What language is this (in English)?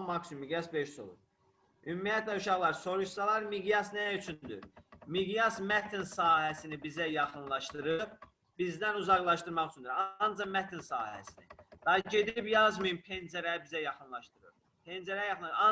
Azerbaijani